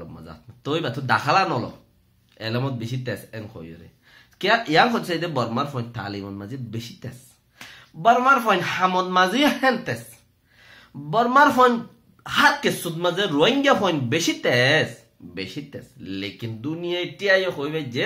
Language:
Rohingya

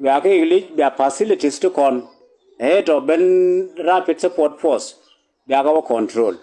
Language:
Nuer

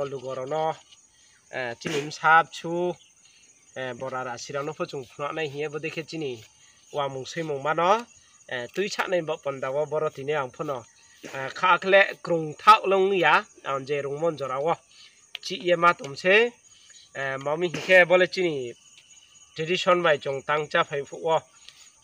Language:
Riang (India)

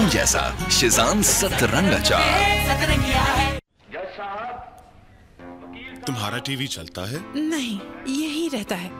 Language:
Urdu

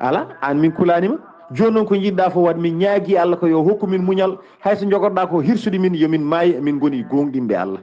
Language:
Fula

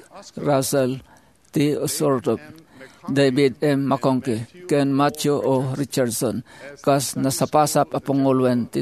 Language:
Iloko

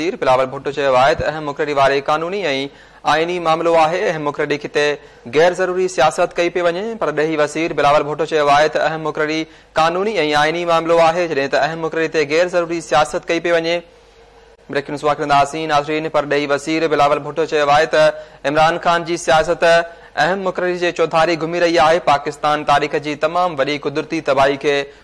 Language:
Sindhi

